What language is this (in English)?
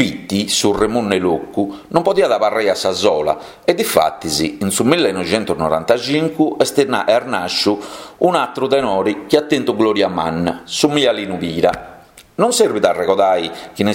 Sardinian